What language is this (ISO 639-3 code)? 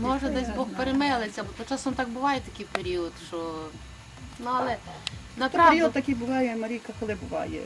rue